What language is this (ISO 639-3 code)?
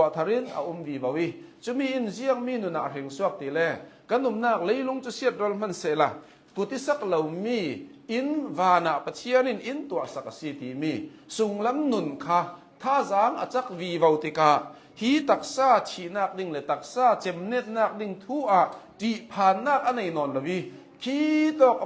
cnh